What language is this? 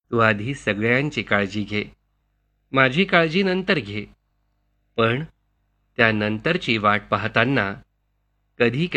Marathi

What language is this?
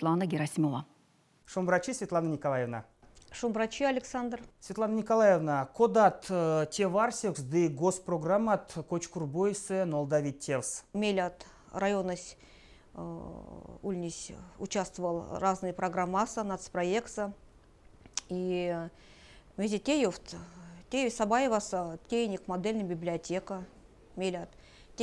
Erzya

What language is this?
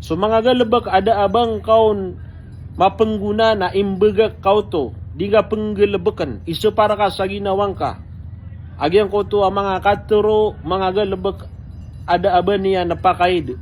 Maranao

